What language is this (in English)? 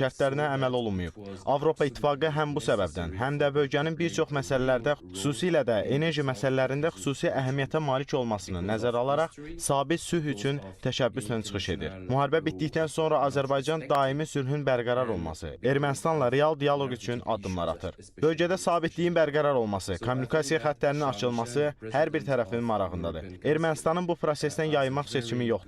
Azerbaijani